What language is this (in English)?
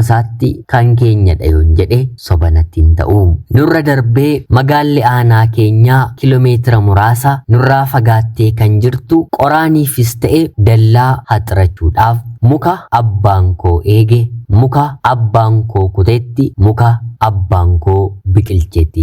Oromo